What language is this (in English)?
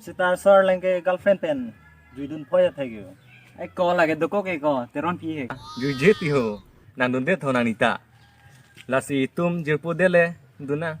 Karbi